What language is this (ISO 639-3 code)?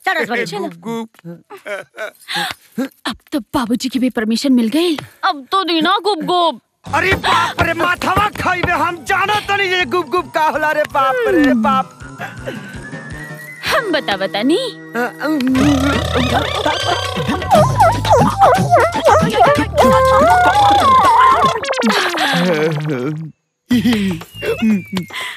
bho